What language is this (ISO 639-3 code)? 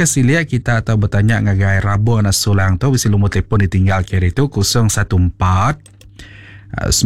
iba